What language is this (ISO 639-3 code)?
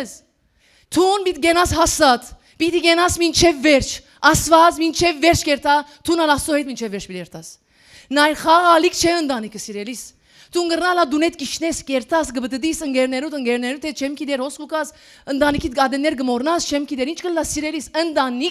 hyw